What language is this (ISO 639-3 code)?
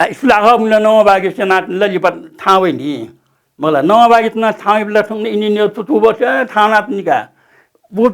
new